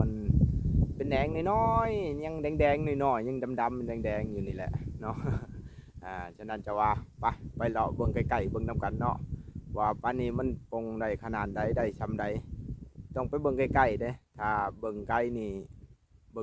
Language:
Lao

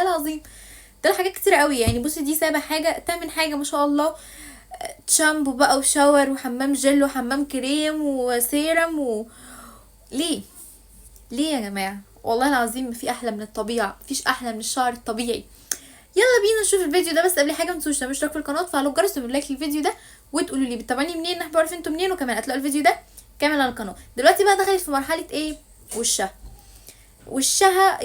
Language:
Egyptian Arabic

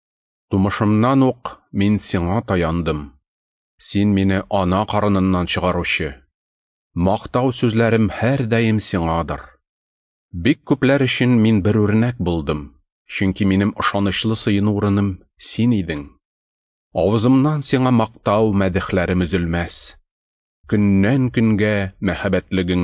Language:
Tatar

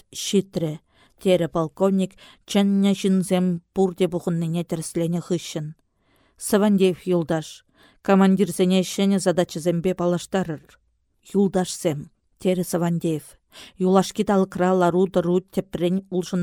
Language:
Chuvash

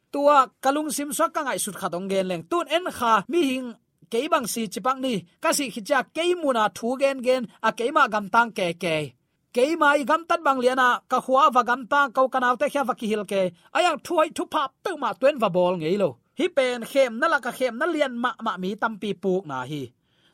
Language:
Tedim Chin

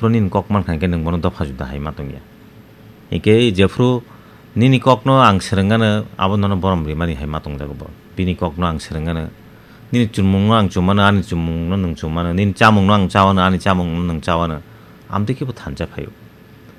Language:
Kok Borok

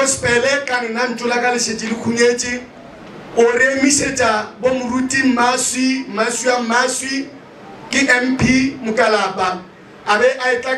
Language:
Northern Sotho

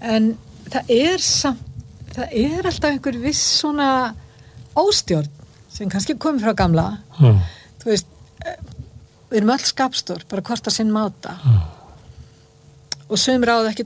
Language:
Icelandic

